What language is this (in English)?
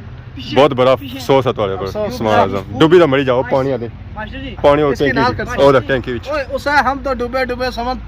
Pahari-Potwari